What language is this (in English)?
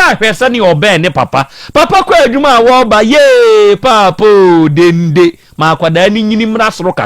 Akan